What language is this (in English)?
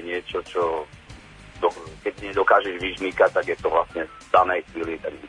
Slovak